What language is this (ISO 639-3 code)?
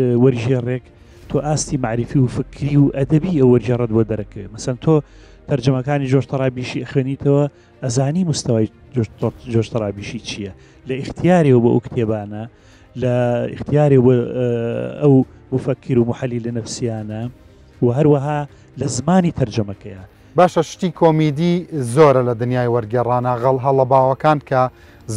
ckb